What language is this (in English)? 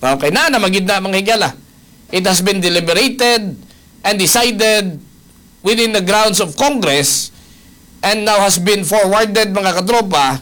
Cebuano